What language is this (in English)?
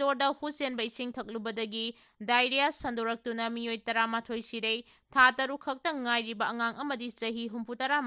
Manipuri